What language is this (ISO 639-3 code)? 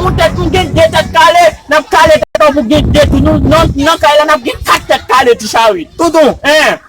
hat